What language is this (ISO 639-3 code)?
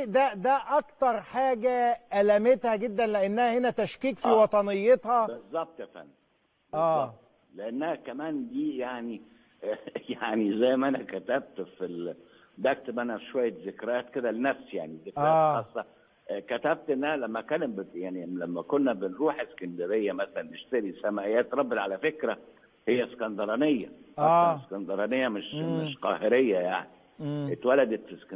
arz